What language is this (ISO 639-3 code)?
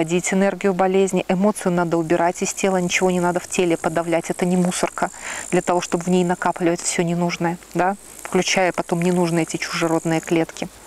rus